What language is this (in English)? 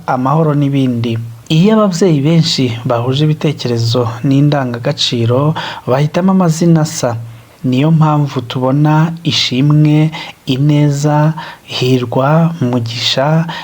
Kinyarwanda